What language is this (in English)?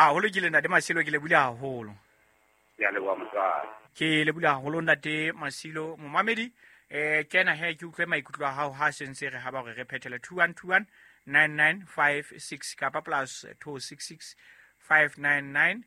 Southern Sotho